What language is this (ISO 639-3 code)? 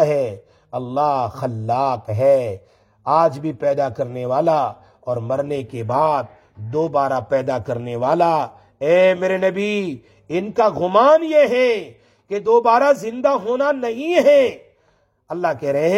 urd